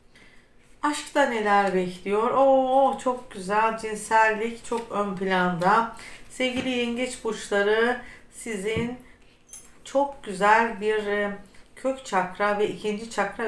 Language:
Turkish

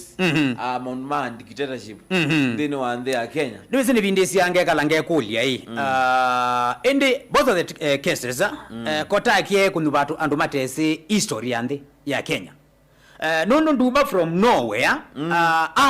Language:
Kamba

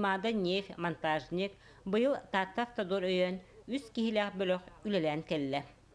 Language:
Yakut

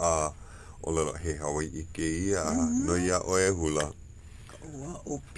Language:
Hawaiian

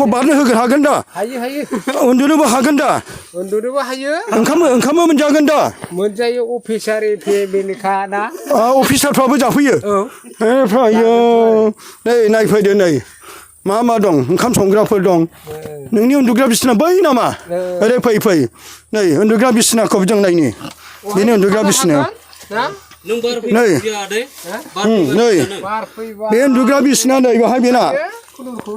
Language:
Bodo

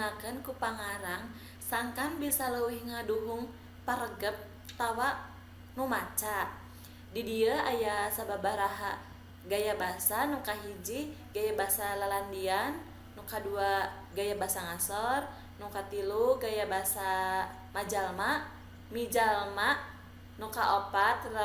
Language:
Sundanese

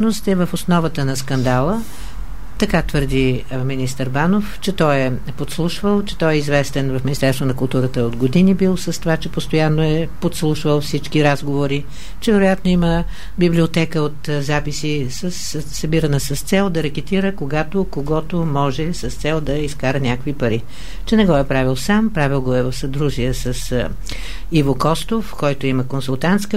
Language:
Bulgarian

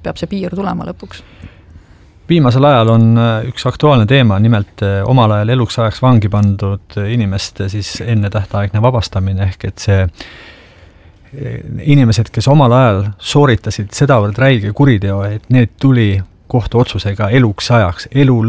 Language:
Estonian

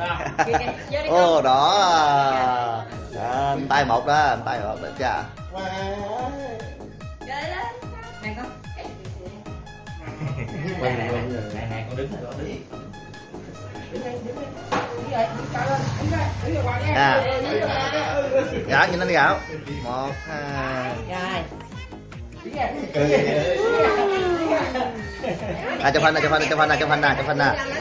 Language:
Vietnamese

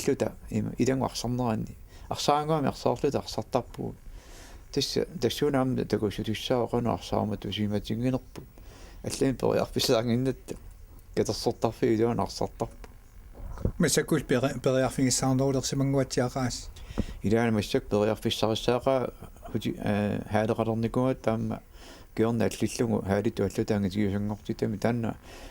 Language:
Kalaallisut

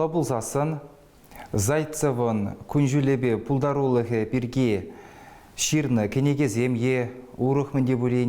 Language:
Chuvash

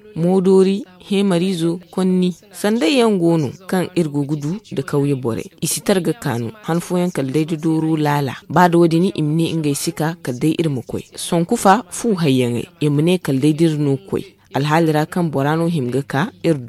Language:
Zarma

